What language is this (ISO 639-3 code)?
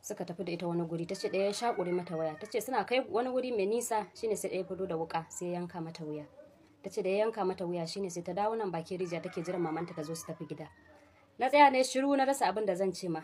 hau